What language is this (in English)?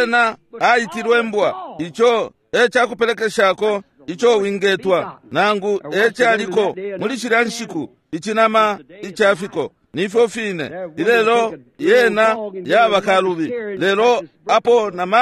Bemba